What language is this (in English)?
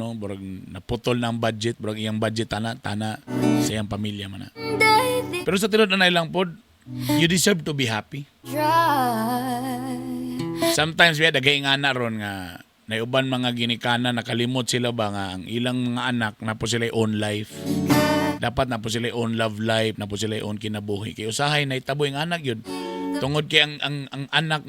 Cebuano